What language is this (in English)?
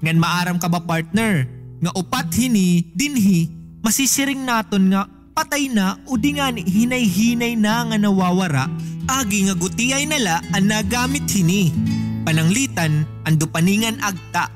Waray